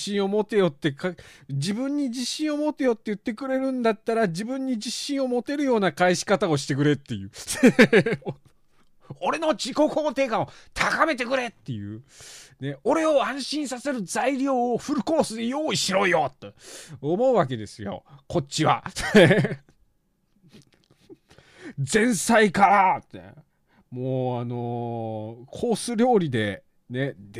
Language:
Japanese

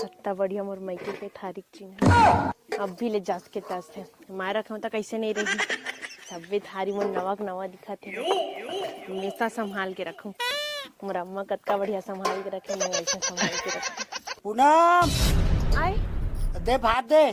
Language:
Chhattisgarhi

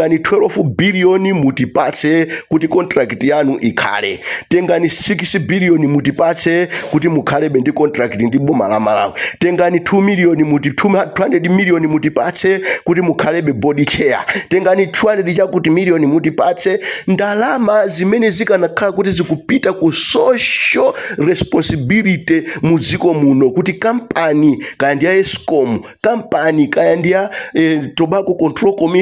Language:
Nyanja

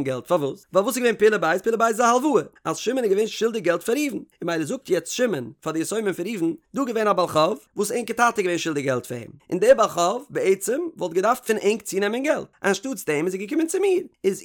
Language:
Yiddish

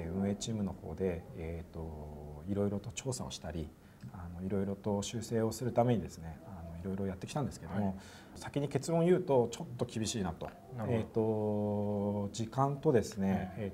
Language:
Japanese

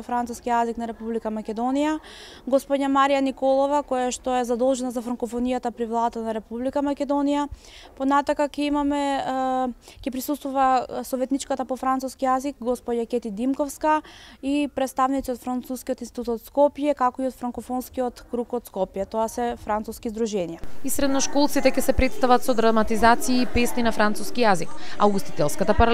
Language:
Macedonian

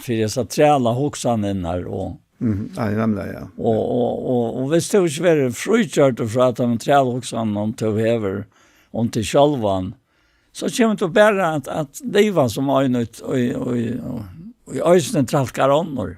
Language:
Faroese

